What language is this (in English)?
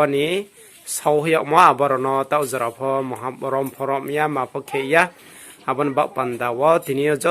Riang (India)